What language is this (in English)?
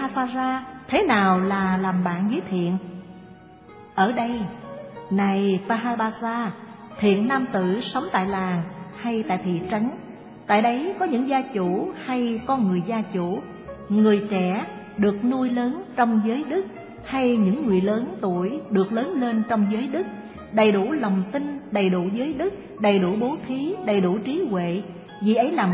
Vietnamese